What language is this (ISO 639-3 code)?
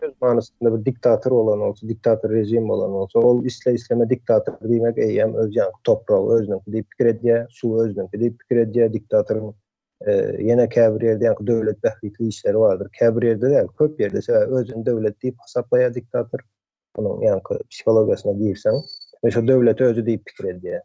tuk